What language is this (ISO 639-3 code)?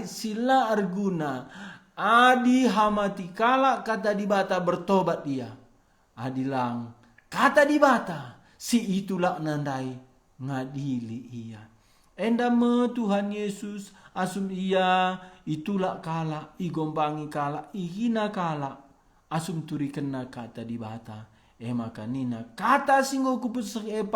btx